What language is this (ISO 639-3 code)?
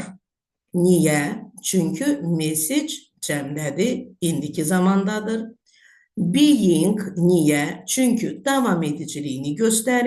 aze